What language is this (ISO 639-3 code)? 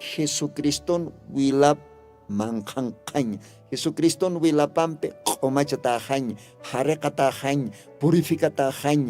aym